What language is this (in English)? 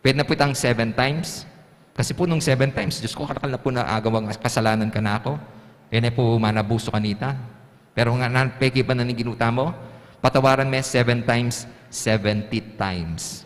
Pampanga